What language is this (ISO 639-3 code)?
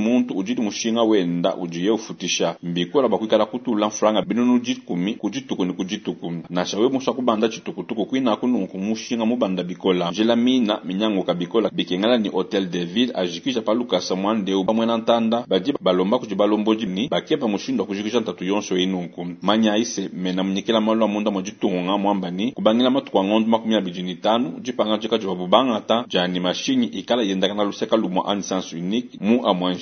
lua